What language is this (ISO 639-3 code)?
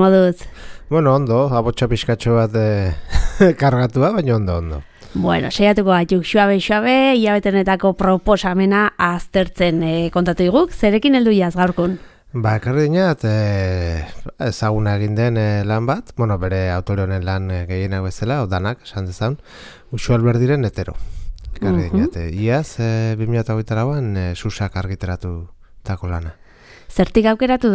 eus